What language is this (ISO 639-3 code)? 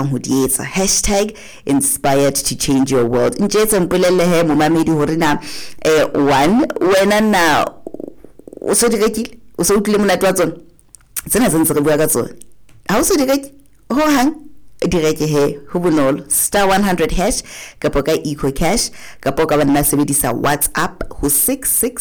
sot